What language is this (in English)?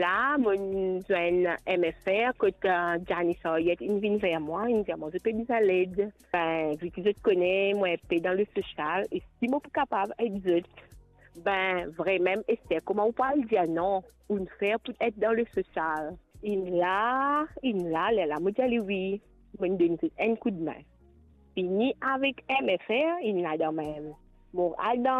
Morisyen